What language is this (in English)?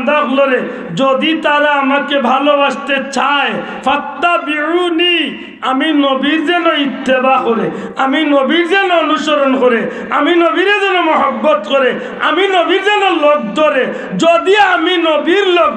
Sylheti